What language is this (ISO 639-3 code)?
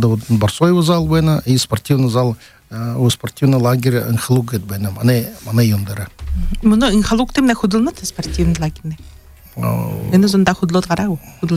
bua